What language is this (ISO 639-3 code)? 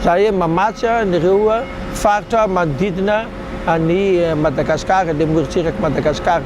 mlg